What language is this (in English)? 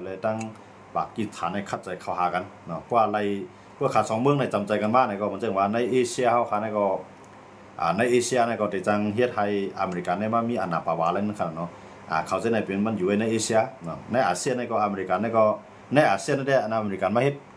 Shan